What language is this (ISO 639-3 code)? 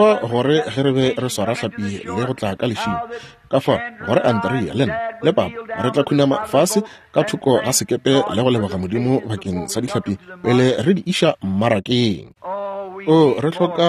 nso